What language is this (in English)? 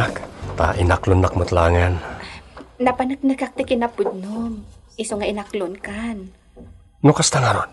Iloko